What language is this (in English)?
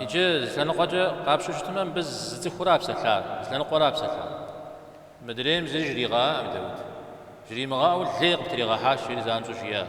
Kabardian